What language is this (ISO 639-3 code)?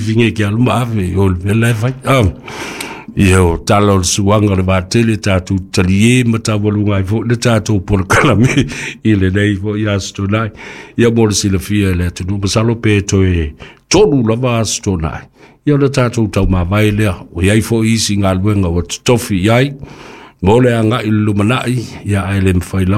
smo